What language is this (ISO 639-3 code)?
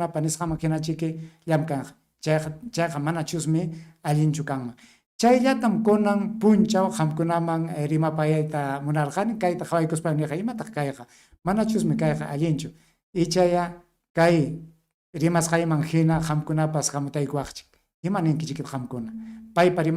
quy